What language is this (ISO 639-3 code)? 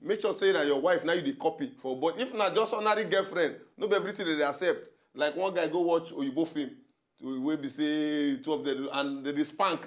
pcm